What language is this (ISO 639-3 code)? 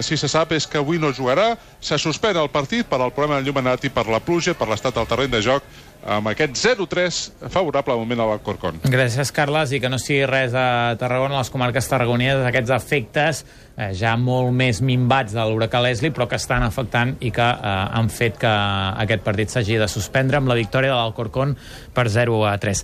cat